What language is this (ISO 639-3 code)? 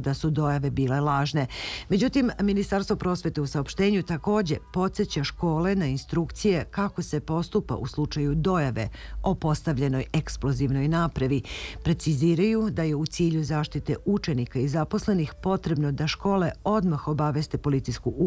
srp